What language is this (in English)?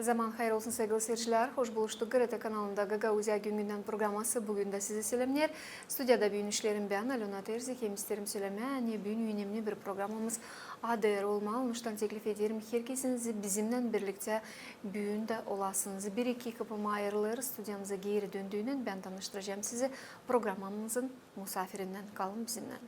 Gagauz